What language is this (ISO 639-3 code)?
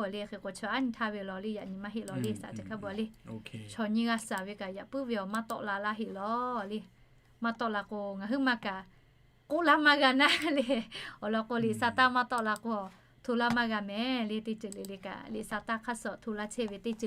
lhu